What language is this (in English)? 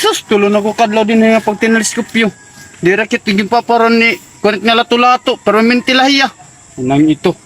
Waray